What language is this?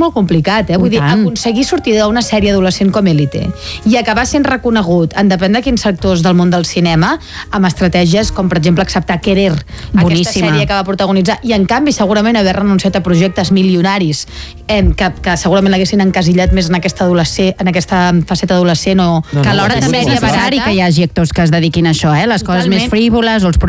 Catalan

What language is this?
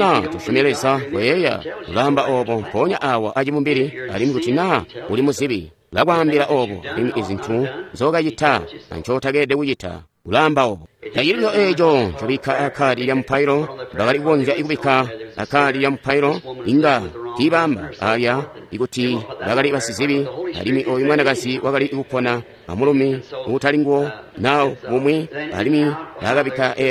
Tonga (Zambia)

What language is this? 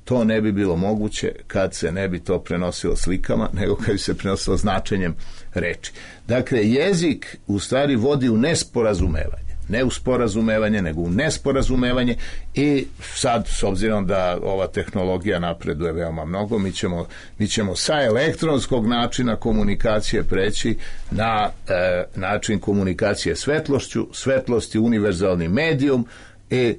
Serbian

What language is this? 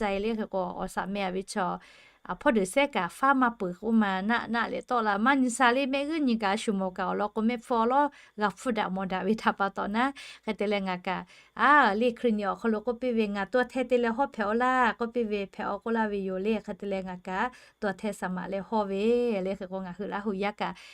Lahu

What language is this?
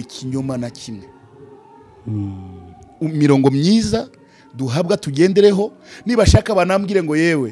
Kinyarwanda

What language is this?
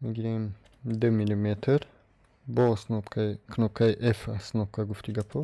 Tajik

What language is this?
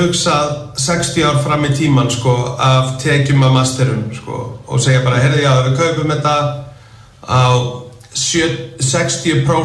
Icelandic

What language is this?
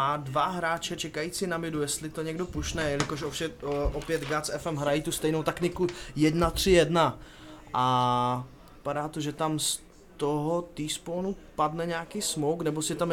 Czech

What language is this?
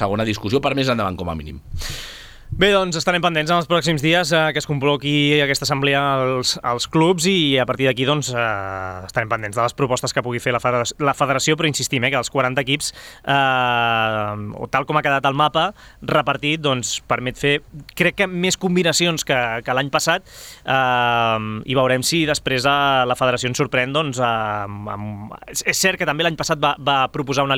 Catalan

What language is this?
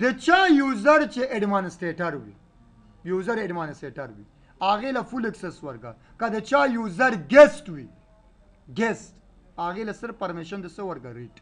Pashto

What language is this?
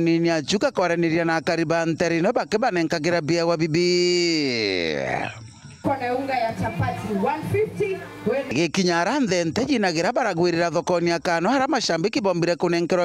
Meru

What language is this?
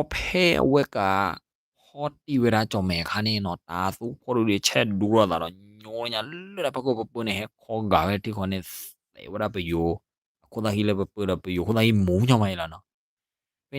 S'gaw Karen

